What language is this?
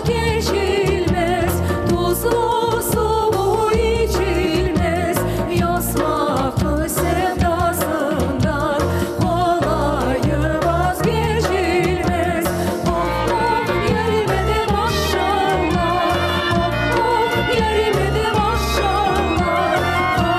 Crimean Tatar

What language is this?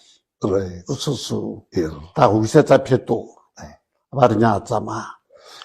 Tswana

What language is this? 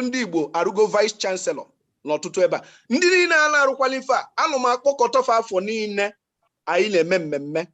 Igbo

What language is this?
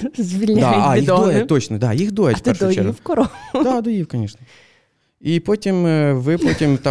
Ukrainian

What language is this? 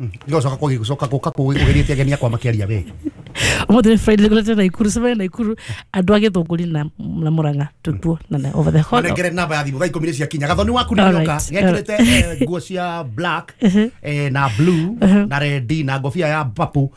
Kikuyu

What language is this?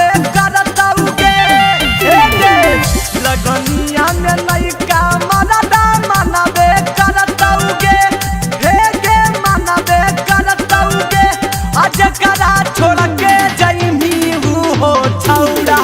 Magahi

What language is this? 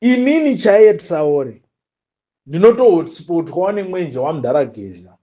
Shona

